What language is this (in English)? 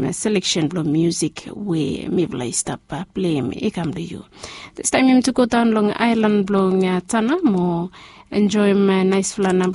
Bislama